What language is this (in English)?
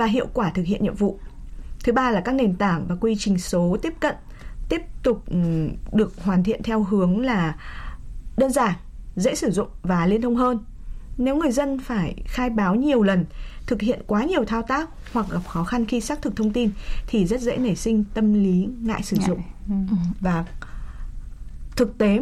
Vietnamese